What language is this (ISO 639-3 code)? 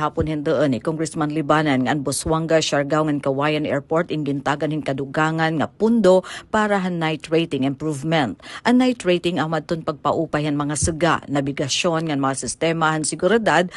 war